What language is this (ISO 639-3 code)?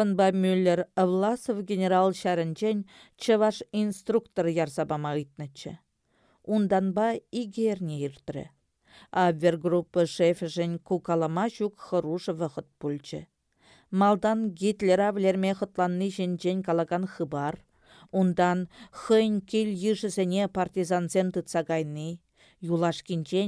chv